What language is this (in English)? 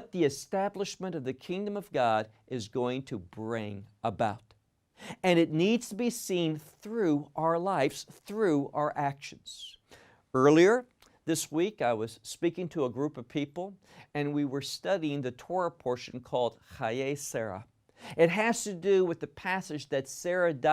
English